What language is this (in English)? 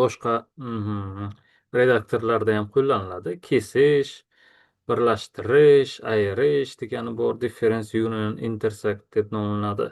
Uzbek